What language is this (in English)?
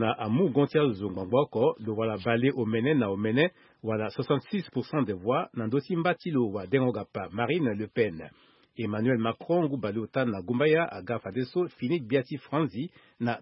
Sango